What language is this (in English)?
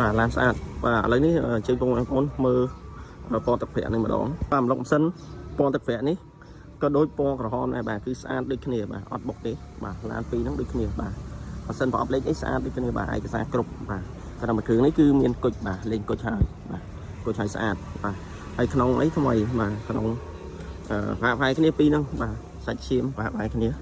Khmer